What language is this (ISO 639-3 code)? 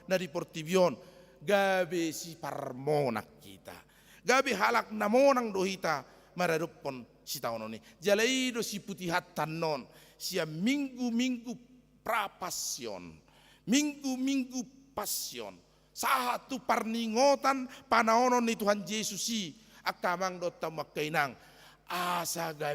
bbc